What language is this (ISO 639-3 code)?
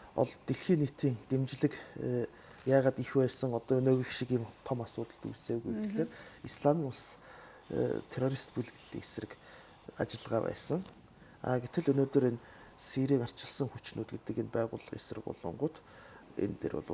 mon